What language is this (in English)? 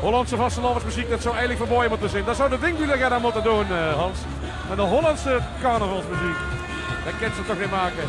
Limburgish